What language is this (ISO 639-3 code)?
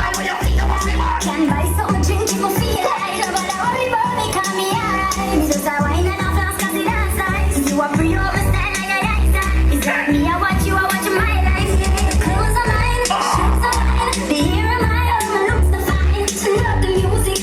jam